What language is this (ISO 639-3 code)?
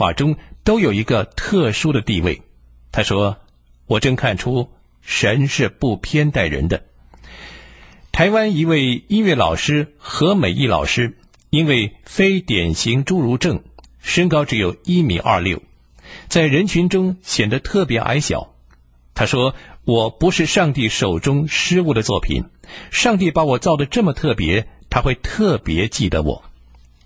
zho